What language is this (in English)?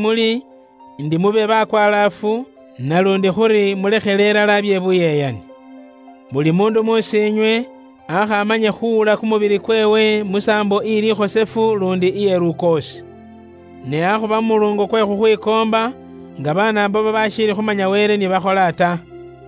Luyia